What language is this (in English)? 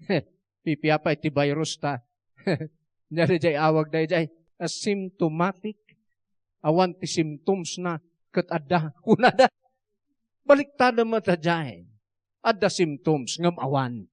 Iloko